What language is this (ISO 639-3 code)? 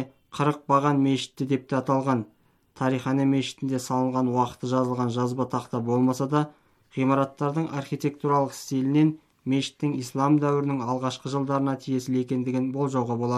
kaz